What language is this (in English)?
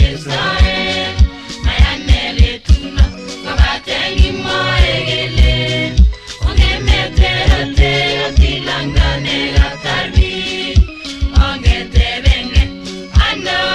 Kalenjin